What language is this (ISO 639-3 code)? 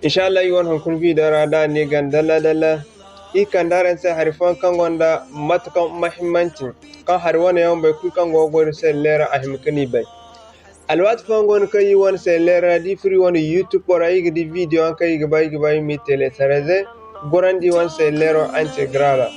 dje